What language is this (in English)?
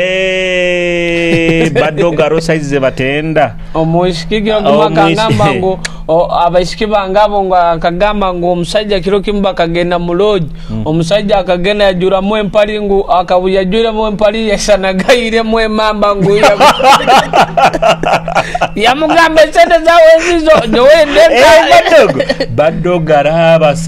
Nyoro